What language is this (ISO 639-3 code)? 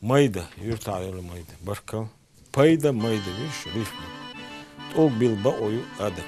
che